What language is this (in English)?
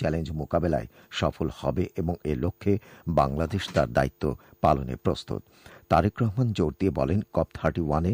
Bangla